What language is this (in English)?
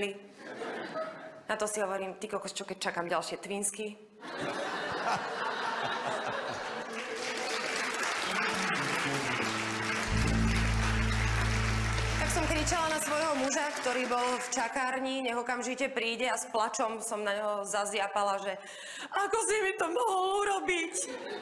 Slovak